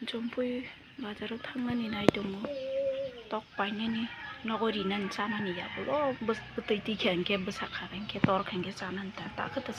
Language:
Kok Borok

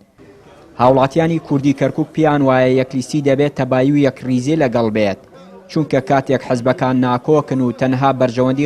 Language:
Central Kurdish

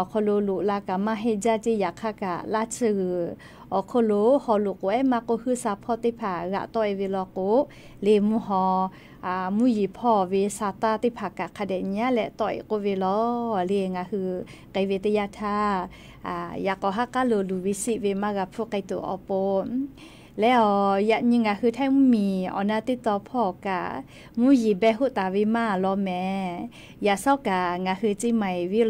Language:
Lahu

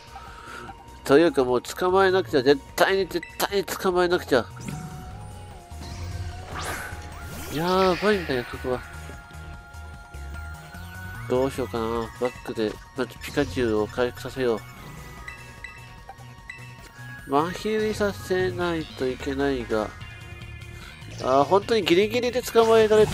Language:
Japanese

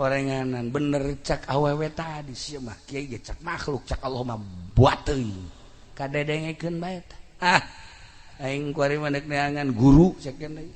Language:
Sundanese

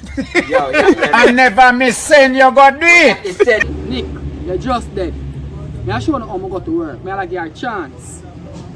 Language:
Jamaican Creole English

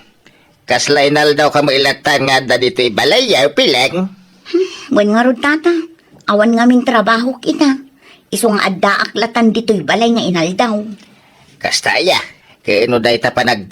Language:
Iloko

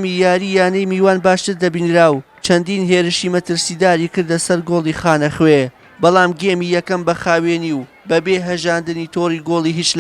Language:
Central Kurdish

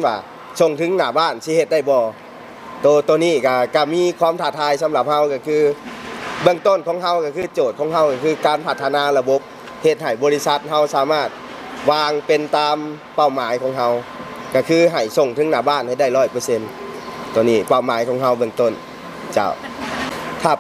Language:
Lao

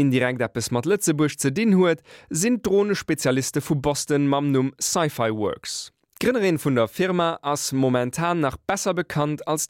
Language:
Luxembourgish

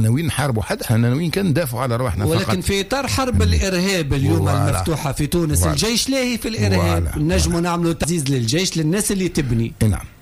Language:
Tunisian Arabic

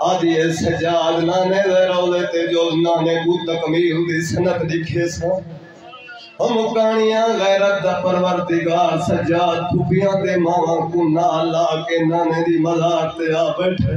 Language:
Saraiki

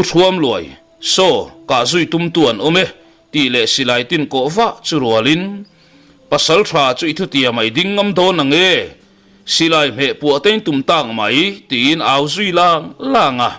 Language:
Mizo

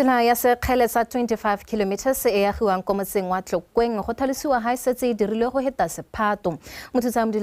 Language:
Tswana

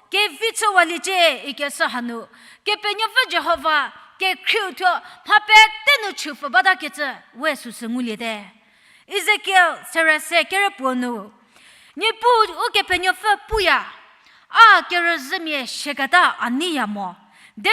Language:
Angami Naga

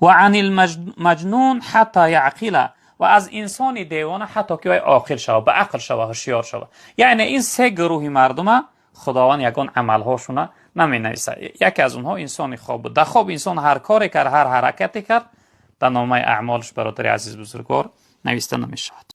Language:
Tajik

